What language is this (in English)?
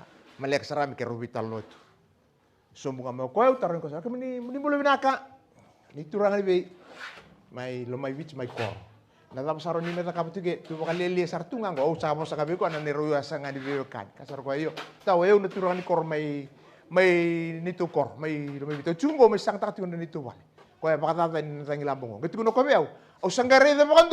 Fijian